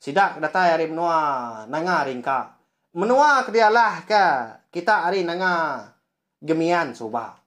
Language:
Iban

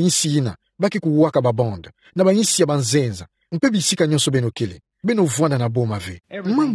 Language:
Kituba (Democratic Republic of Congo)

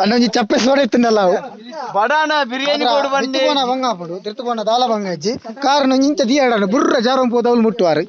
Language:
Tulu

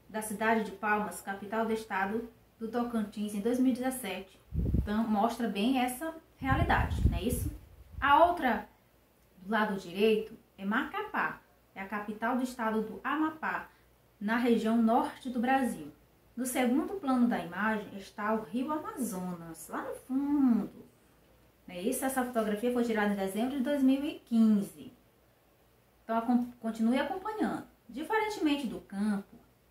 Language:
Portuguese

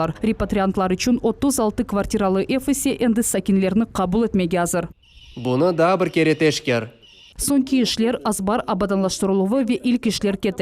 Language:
Crimean Tatar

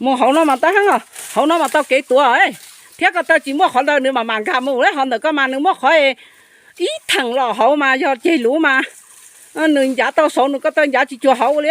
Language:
Hmong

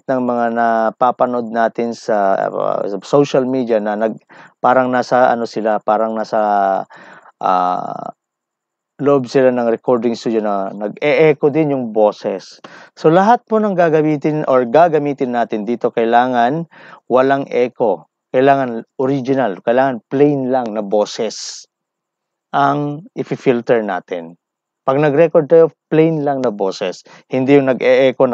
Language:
Filipino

